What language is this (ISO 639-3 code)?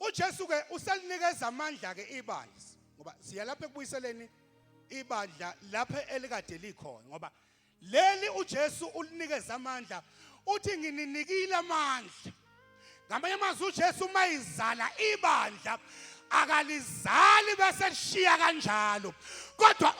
zul